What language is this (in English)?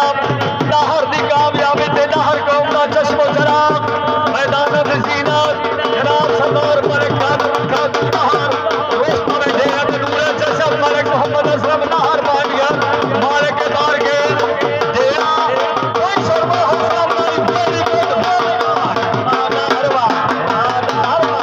Saraiki